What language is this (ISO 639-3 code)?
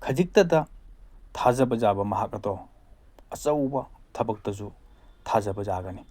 mni